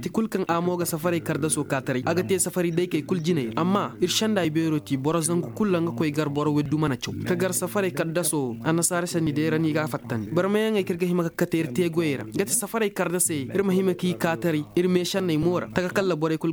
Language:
Koyraboro Senni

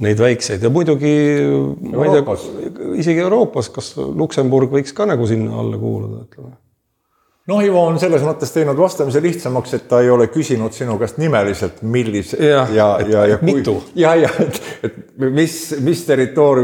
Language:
Estonian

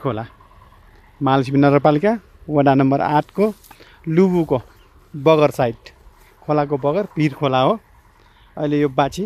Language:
Nepali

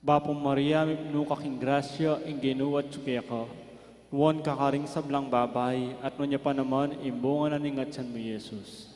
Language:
Pampanga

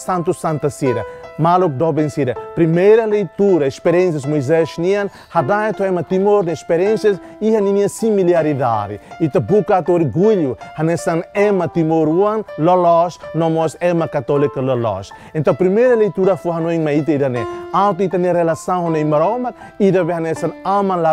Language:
Tetum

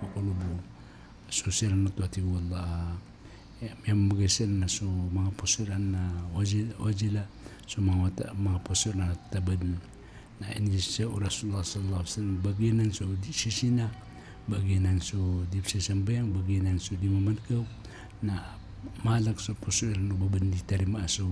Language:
Maranao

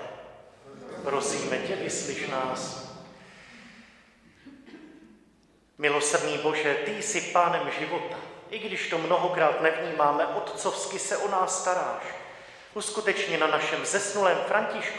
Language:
Czech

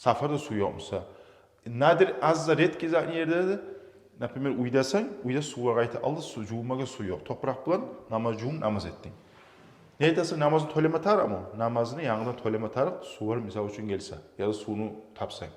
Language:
Kumyk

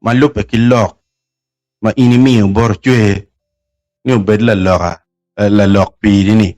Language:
Acoli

